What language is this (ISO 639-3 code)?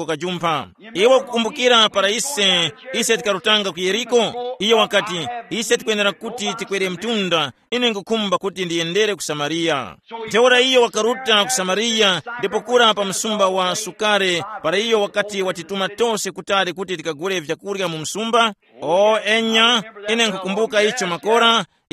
tum